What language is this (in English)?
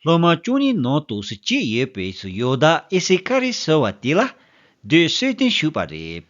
Tibetan